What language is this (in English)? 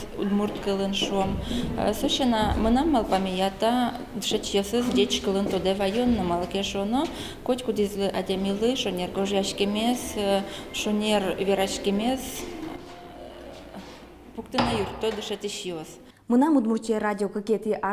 Udmurt